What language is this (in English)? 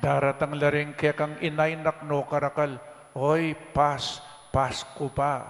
Pampanga